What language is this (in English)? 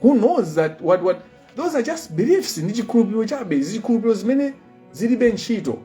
Nyanja